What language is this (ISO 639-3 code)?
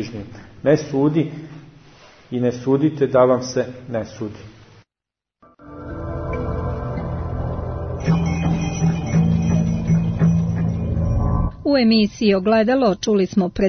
srp